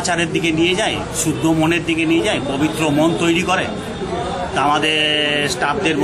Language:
Bangla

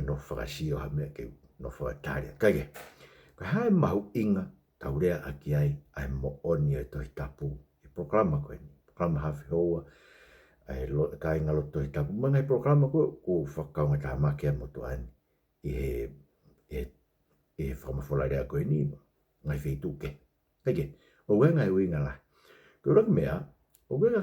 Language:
Tongan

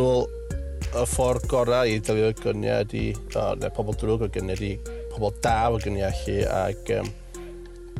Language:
Welsh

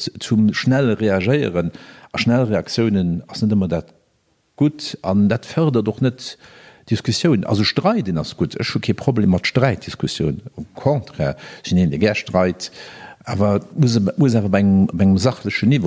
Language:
Luxembourgish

